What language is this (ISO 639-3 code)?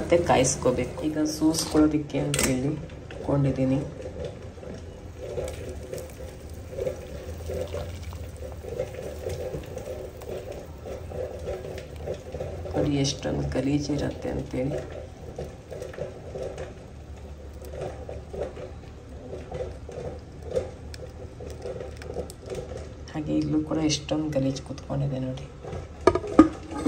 kan